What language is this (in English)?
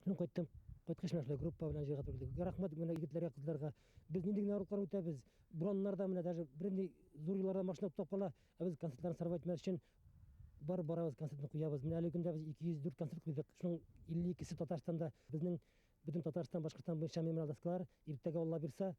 Bashkir